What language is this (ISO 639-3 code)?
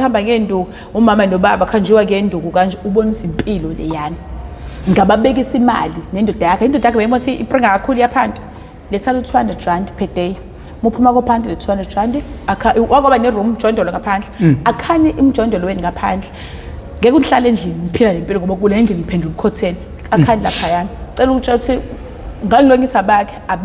zul